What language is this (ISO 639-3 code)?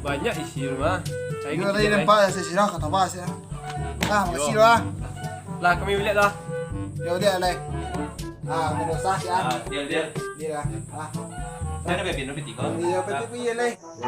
min